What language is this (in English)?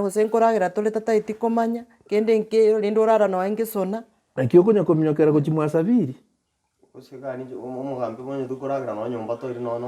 Gusii